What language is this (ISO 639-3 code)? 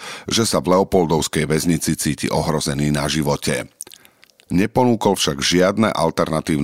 slk